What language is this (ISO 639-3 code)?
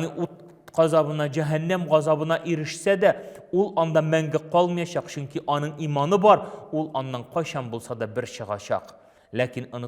tat